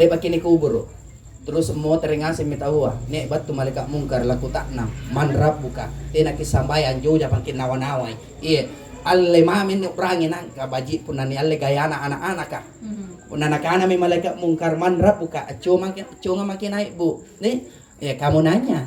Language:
Makasar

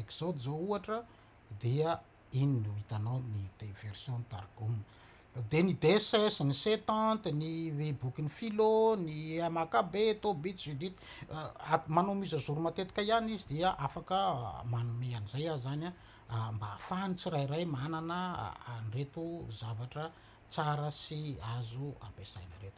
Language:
Malagasy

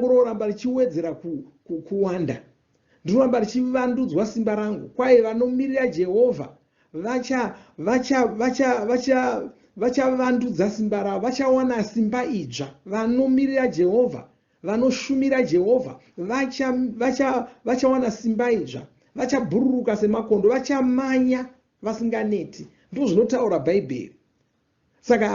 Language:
Shona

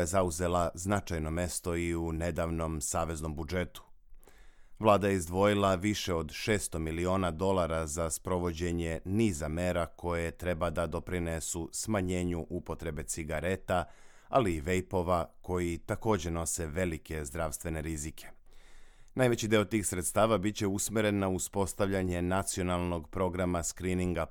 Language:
Serbian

